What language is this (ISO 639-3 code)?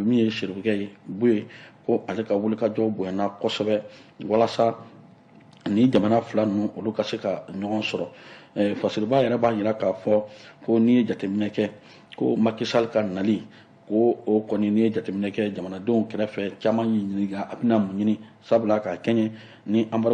bam